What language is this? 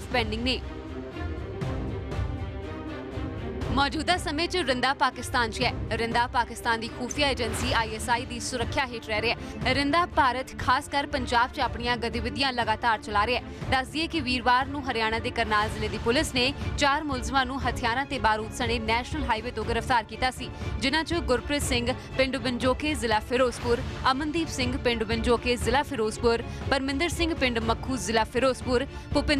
Punjabi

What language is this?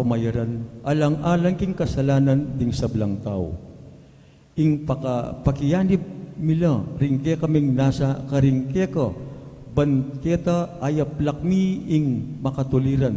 Pampanga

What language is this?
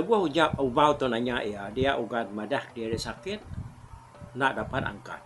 Iban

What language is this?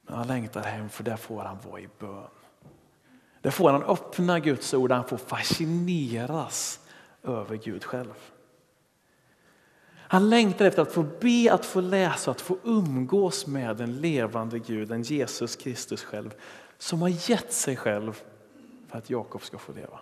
Swedish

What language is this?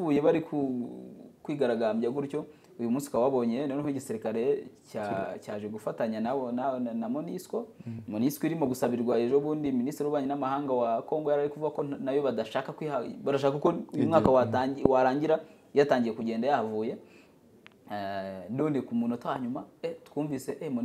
Kinyarwanda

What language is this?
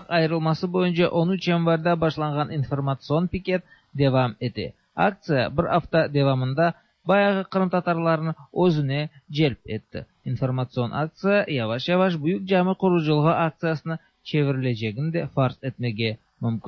Tatar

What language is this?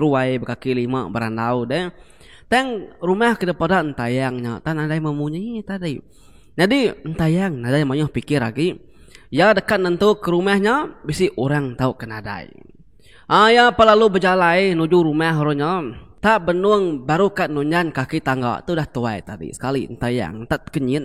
Iban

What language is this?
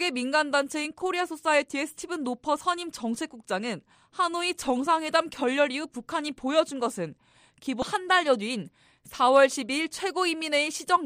Korean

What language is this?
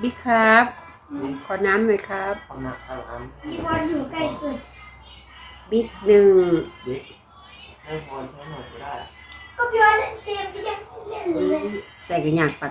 Thai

